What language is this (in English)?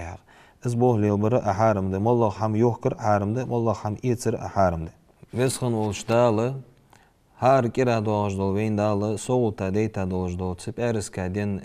Ingush